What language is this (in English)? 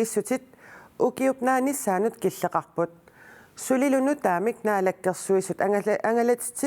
Kalaallisut